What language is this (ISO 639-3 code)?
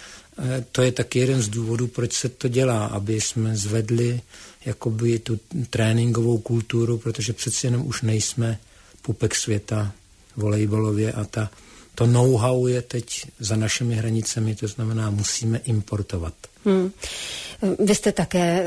ces